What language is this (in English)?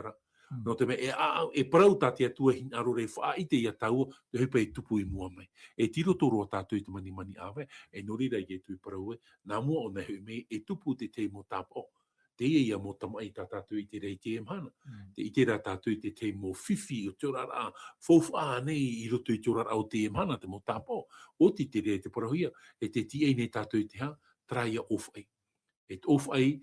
Tahitian